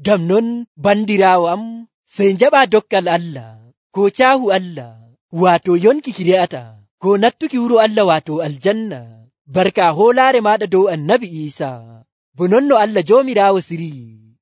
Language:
Nigerian Fulfulde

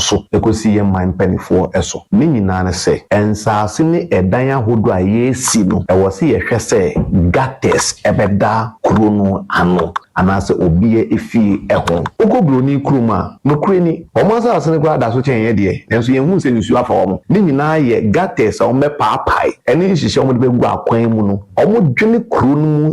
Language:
Akan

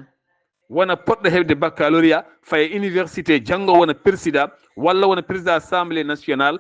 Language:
Fula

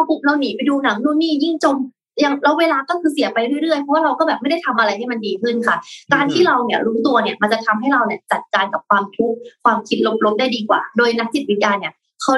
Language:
Thai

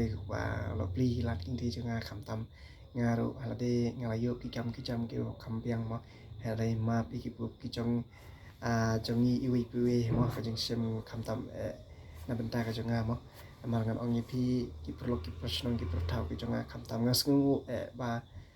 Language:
Khasi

